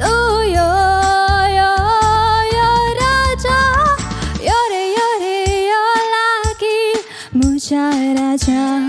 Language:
Konkani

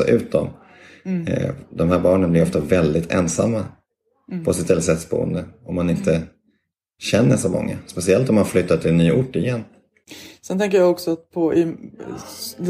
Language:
Swedish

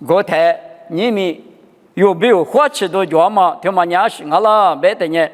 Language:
Lisu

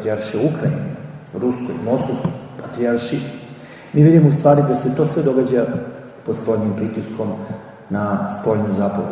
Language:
Serbian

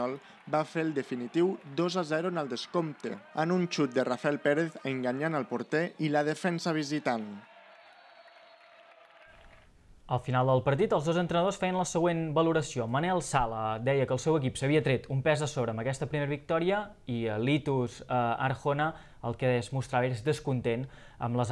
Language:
Catalan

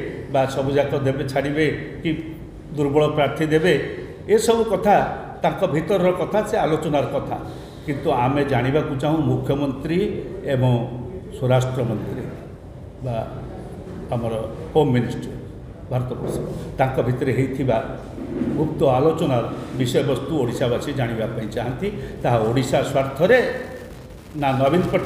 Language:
Odia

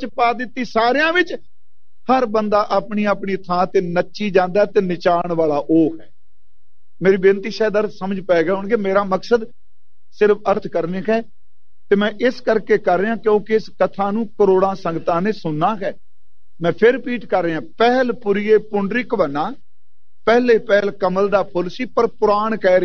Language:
Punjabi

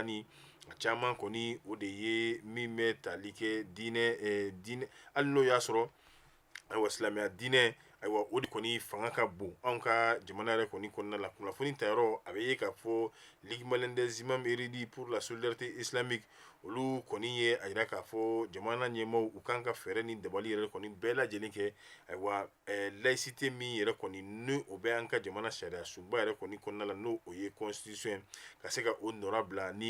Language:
Bambara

